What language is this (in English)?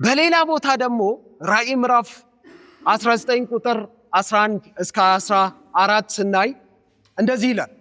Amharic